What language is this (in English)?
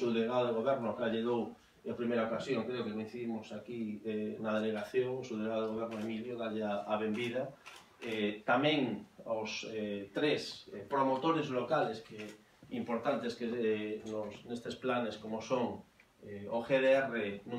Galician